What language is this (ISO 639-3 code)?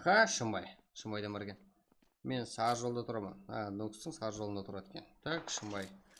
kaa